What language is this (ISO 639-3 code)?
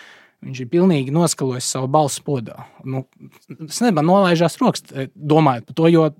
lav